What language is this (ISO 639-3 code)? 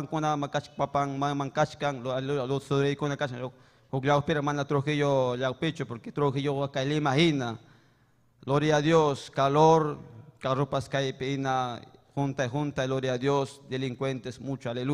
quy